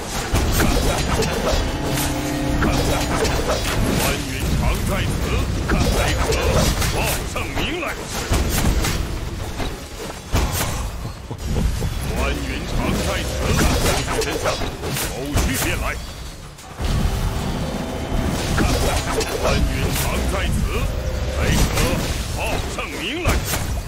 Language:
Chinese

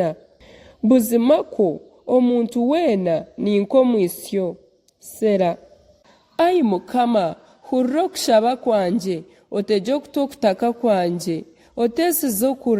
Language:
Nyankole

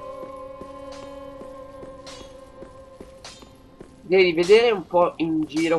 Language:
Italian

